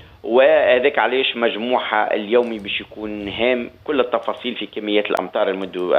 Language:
Tunisian Arabic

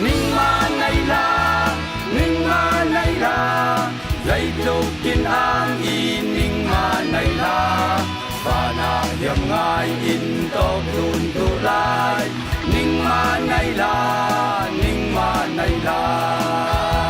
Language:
Falam Chin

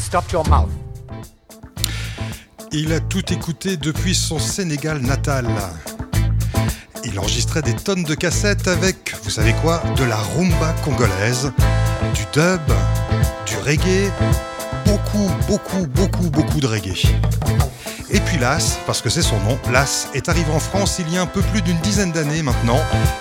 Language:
French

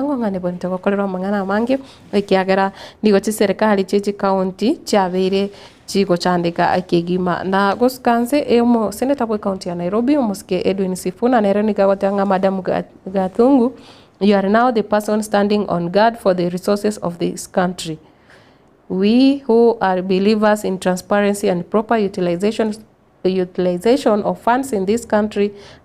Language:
Gusii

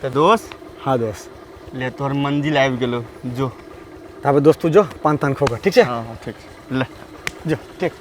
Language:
Maithili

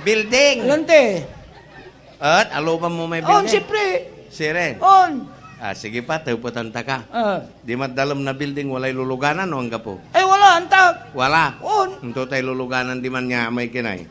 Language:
Pangasinan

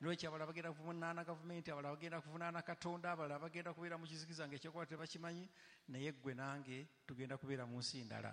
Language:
Ganda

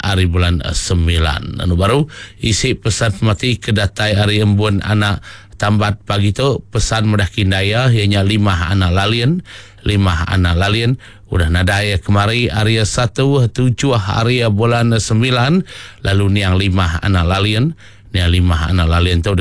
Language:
Iban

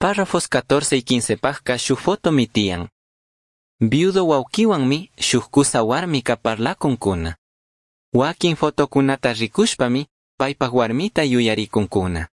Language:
Chimborazo Highland Quichua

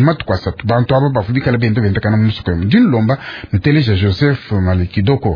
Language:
Luba-Lulua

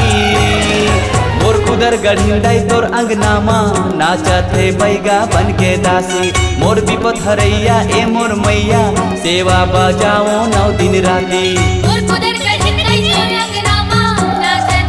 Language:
Chhattisgarhi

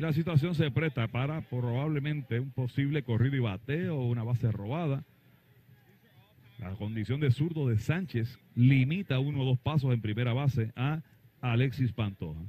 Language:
Spanish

